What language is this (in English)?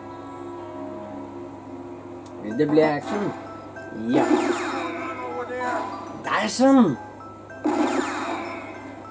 Norwegian